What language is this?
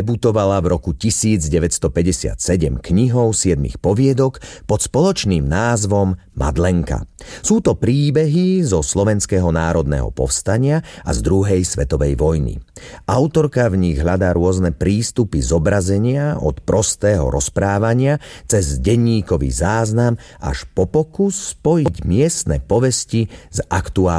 Slovak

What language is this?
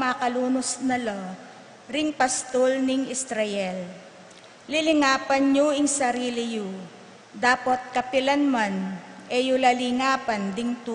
Pampanga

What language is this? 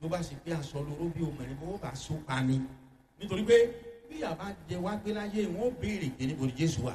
Yoruba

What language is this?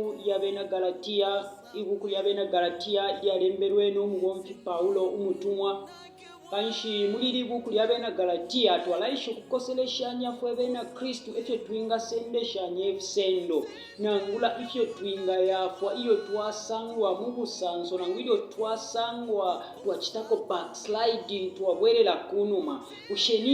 Bemba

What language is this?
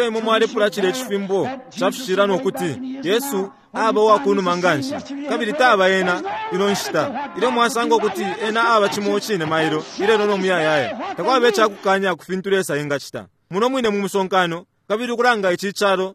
Bemba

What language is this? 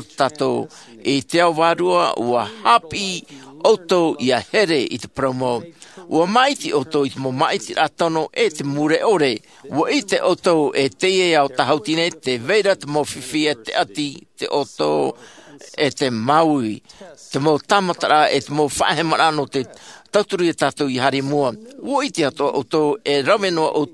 Tahitian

